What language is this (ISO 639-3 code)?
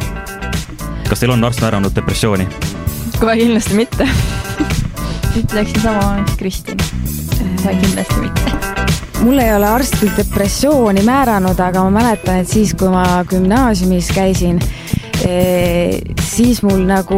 est